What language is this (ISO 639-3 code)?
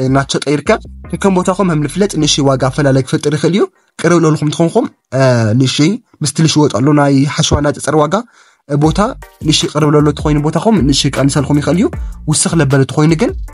tir